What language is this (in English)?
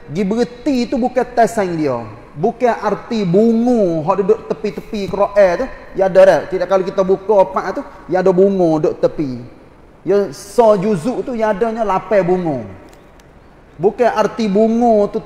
Malay